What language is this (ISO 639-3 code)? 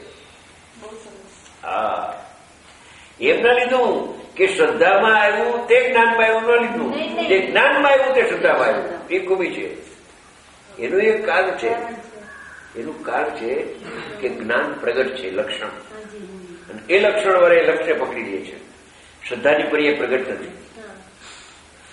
guj